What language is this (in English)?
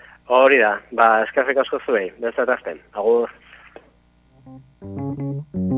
Basque